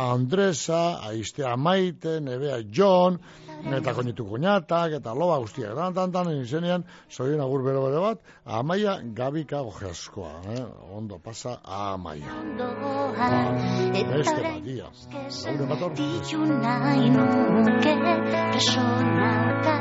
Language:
Basque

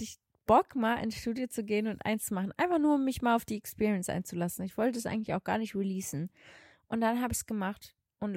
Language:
German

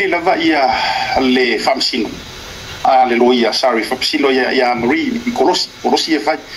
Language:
Samoan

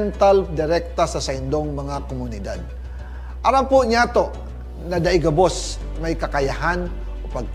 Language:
Bikol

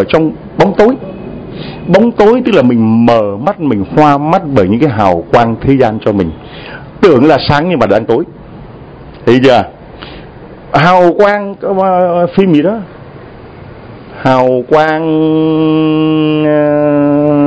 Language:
Vietnamese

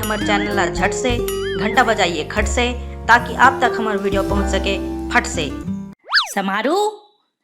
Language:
Chhattisgarhi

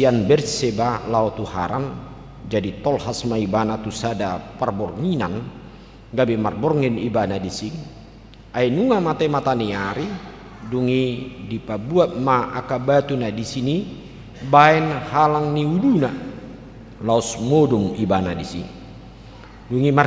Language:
Batak Toba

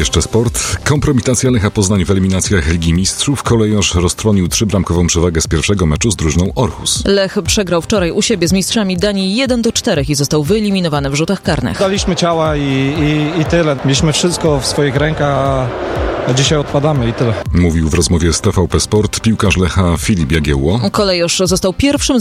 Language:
Polish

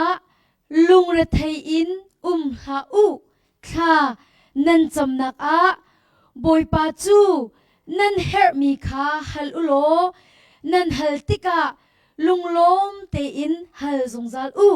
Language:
Hakha Chin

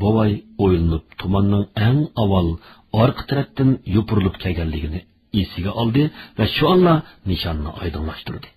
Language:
Uyghur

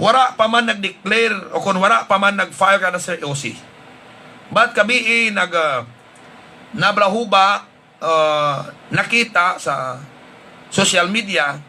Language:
Hiligaynon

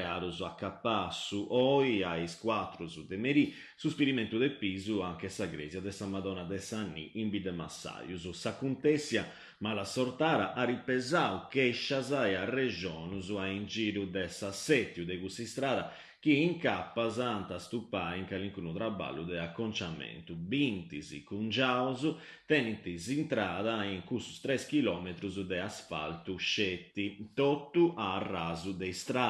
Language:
Sardinian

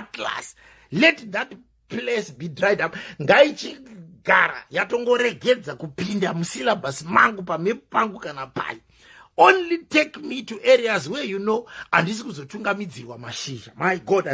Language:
Shona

